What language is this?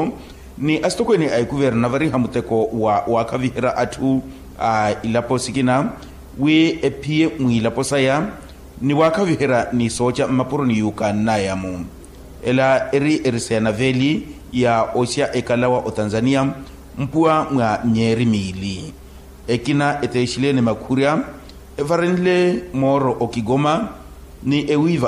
Makhuwa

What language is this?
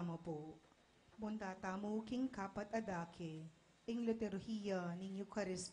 Pampanga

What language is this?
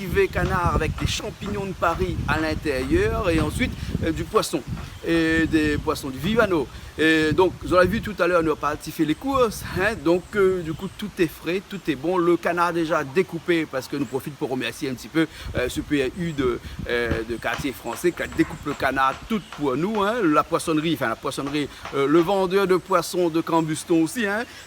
Réunion Creole French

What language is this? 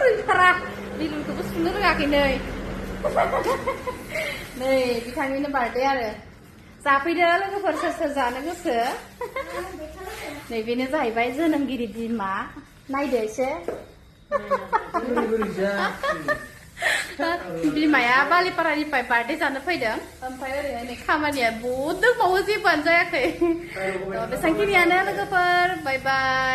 Bodo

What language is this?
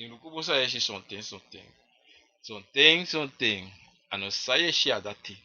Sranan Tongo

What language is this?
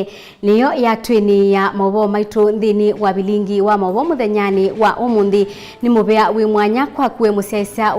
Kamba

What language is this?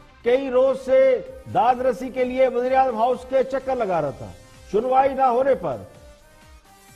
Urdu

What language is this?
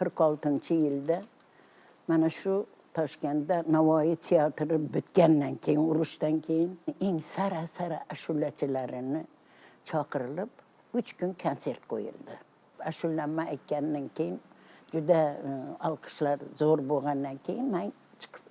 Uzbek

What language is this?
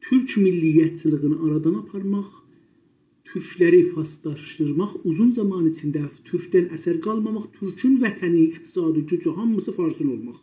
South Azerbaijani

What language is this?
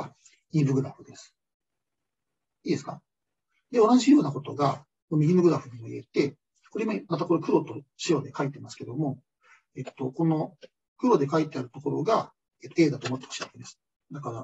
Japanese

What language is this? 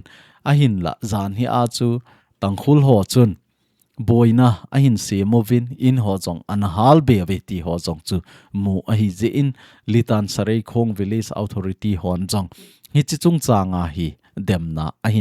Thado Chin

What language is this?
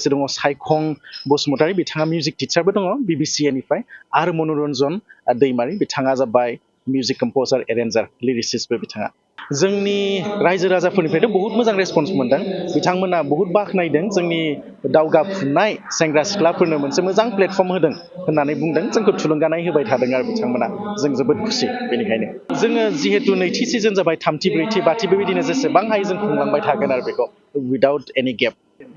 Bodo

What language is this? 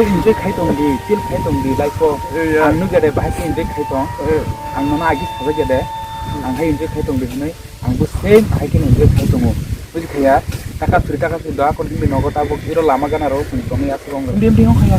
Kok Borok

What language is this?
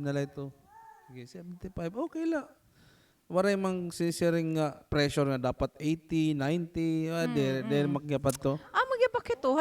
Waray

